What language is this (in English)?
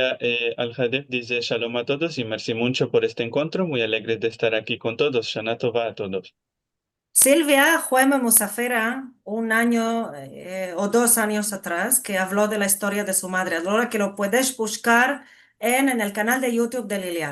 Ladino